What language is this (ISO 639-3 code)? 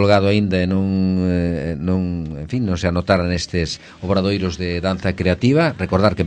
glg